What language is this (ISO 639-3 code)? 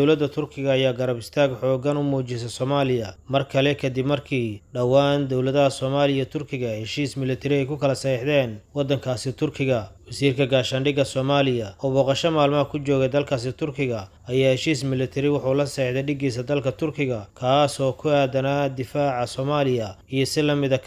som